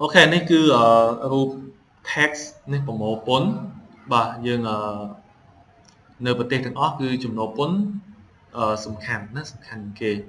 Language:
Khmer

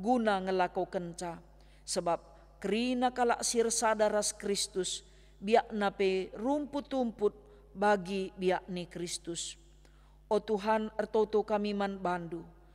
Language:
Batak Karo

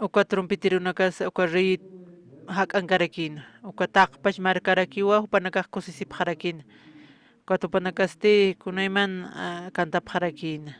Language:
Aymara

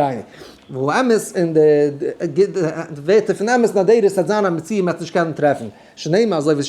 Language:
Yiddish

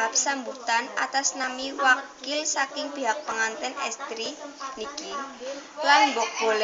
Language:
Javanese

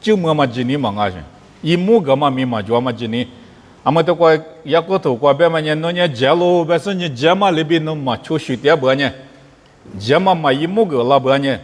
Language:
Lisu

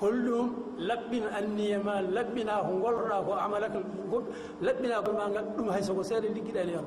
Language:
Fula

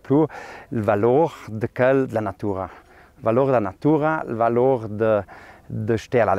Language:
Ladin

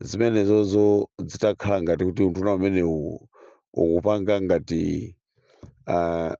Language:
Nyanja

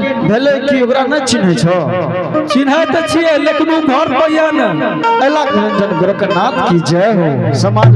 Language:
Angika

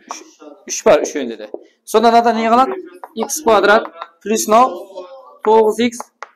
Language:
Kara-Kalpak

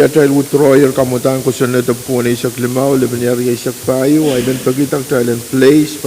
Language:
Pohnpeian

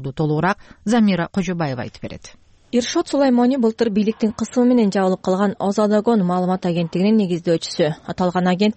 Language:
Kyrgyz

